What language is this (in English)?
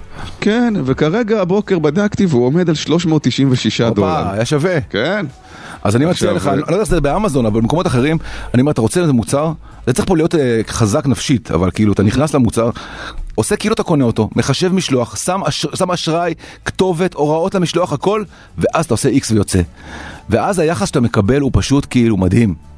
Hebrew